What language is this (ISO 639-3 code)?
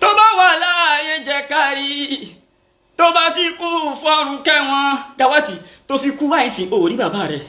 yor